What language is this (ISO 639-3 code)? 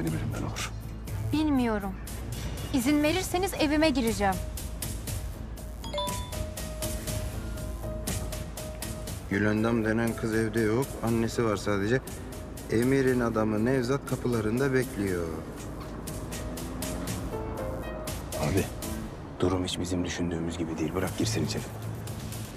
tur